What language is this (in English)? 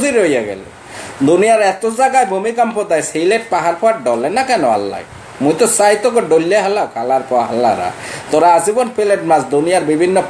Sylheti